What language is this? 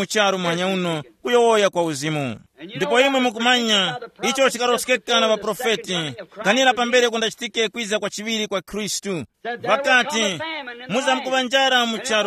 Tumbuka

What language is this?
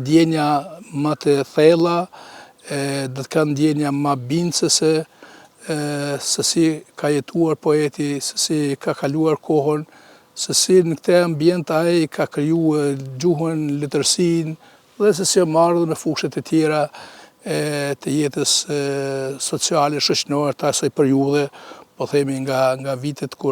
Albanian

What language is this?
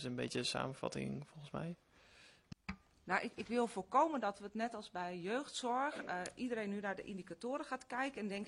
Dutch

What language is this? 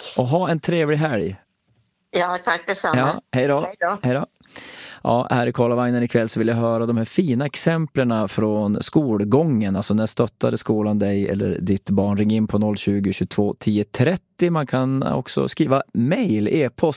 Swedish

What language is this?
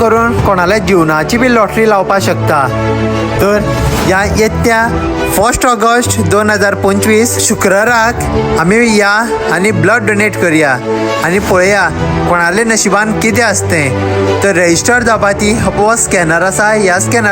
Konkani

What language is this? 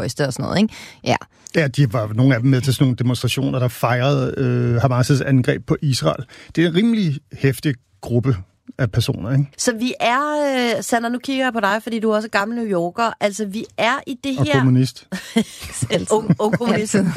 Danish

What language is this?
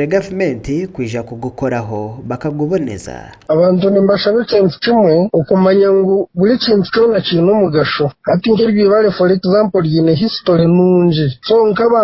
Nyankole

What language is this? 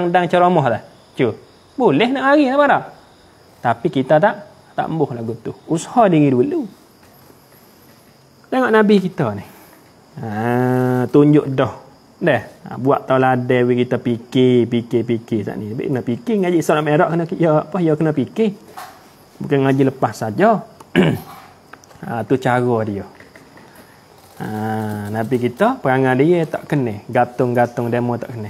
Malay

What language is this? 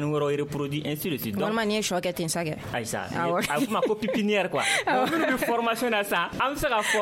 Bambara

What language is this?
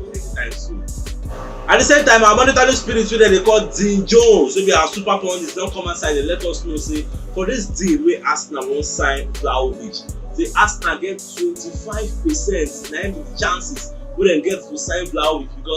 Nigerian Pidgin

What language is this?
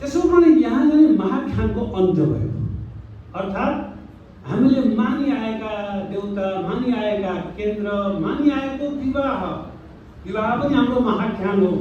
Nepali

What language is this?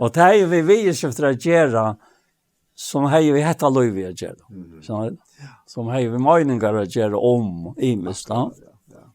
Faroese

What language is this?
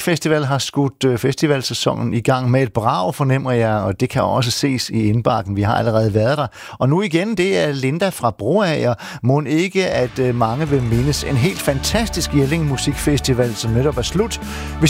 Danish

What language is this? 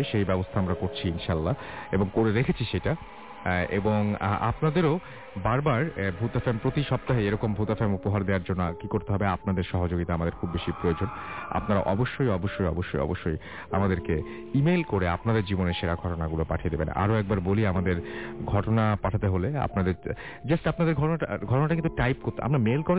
Bangla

